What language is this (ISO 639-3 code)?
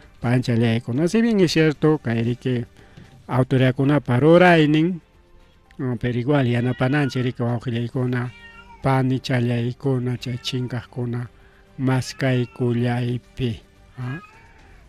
quy